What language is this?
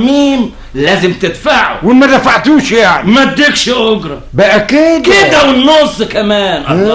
Egyptian Arabic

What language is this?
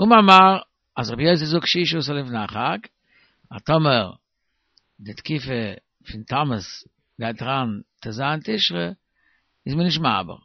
Yiddish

